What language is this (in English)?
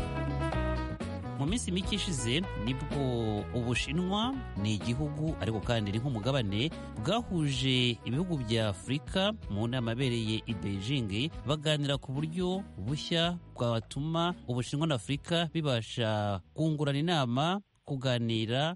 Kinyarwanda